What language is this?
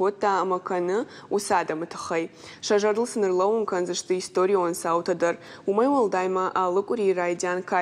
Ossetic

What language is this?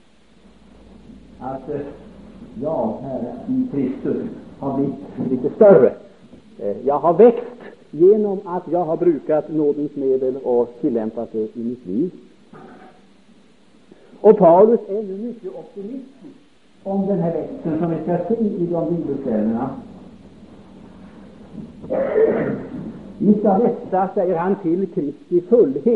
Swedish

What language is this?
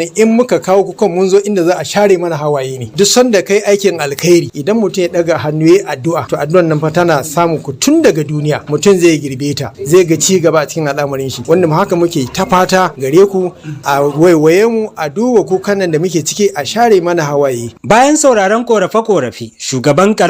Hausa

